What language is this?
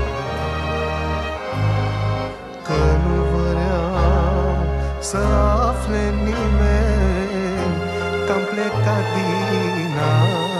Romanian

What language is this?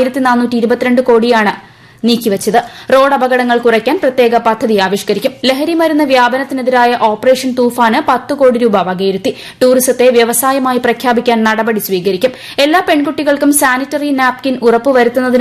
Malayalam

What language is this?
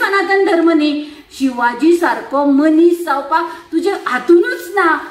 Konkani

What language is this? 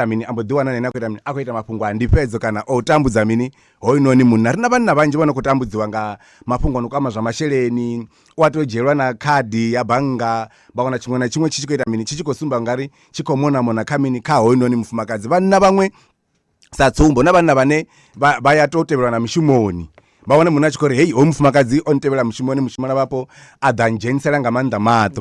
Venda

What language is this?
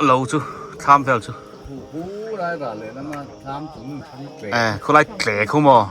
Biete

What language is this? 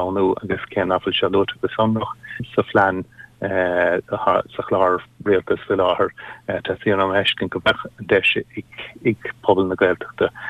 Irish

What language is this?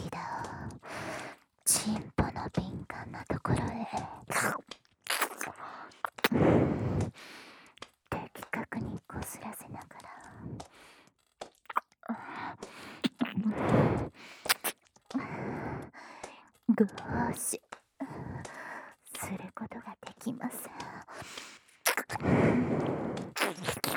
Japanese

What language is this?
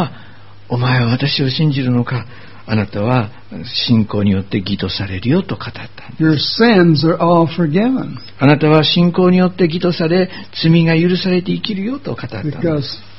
Japanese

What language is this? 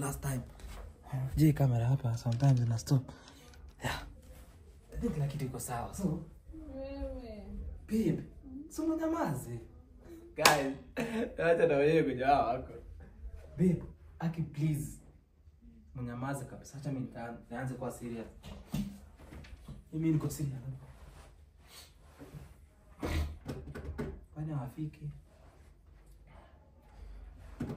Swahili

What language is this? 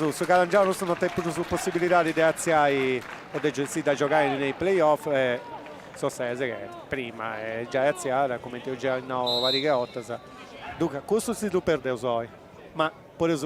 Sardinian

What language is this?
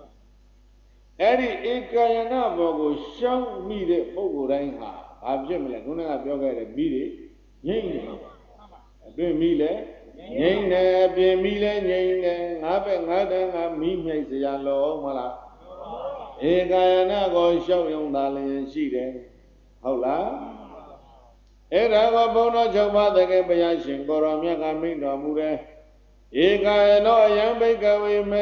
Burmese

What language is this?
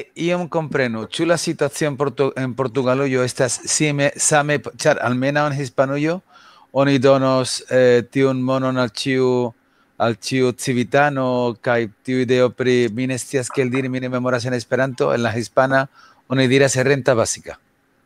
Esperanto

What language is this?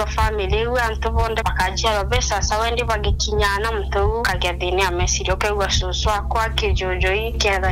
Meru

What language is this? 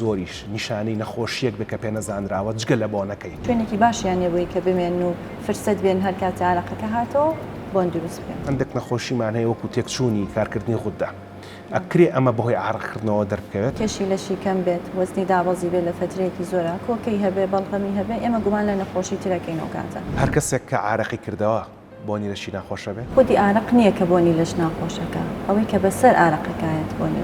Central Kurdish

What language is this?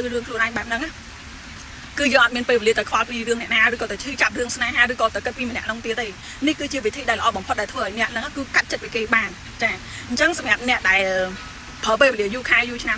Khmer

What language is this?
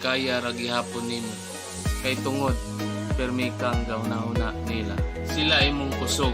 Cebuano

